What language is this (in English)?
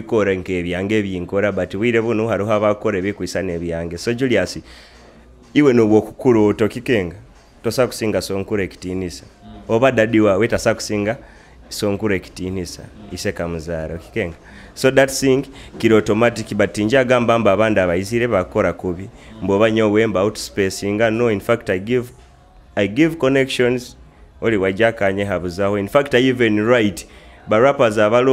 Nyoro